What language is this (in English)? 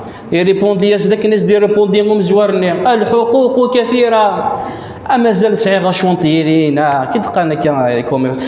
Kabyle